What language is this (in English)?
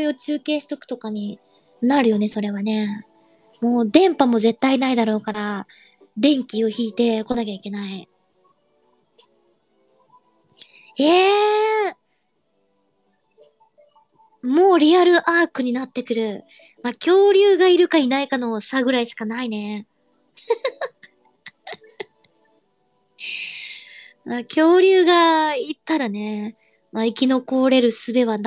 Japanese